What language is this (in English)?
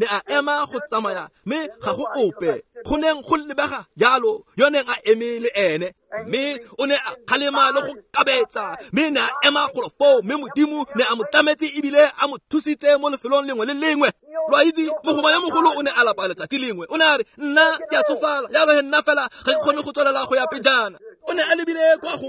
Tswana